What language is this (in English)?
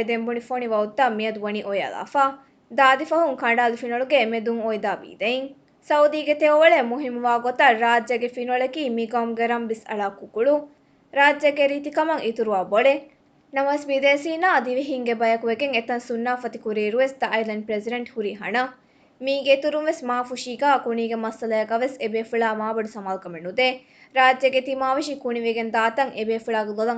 Divehi